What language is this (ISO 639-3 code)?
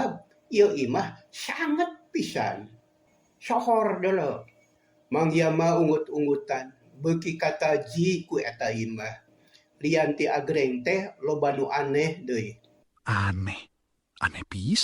sun